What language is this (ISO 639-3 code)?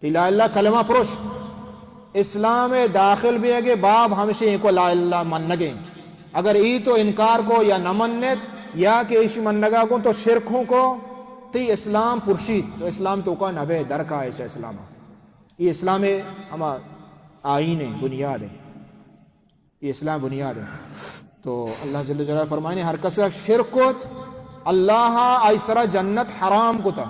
bal